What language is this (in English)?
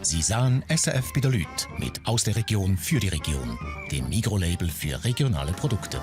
Swiss German